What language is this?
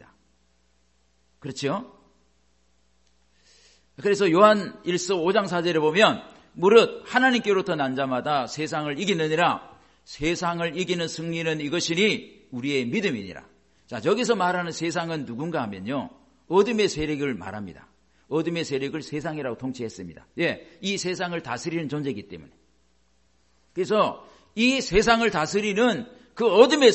Korean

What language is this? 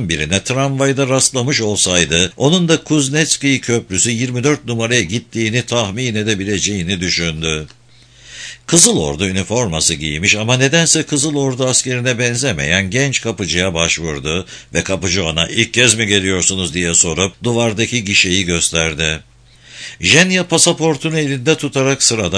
Turkish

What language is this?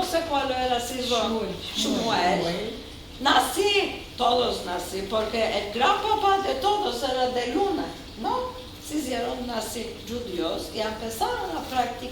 Ladino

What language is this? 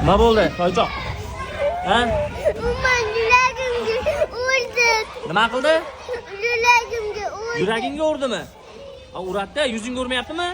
Uzbek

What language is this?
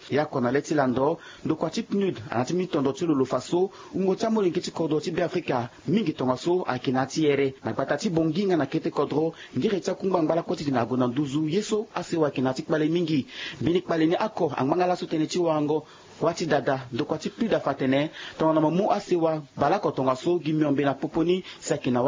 Sango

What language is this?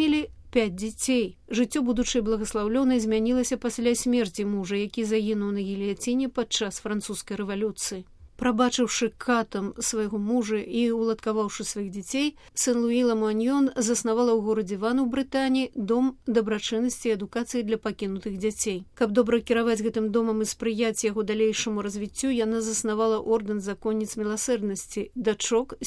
Belarusian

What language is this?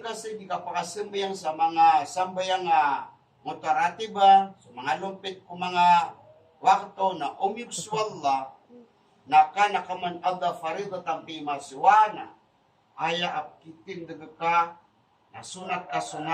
Maranao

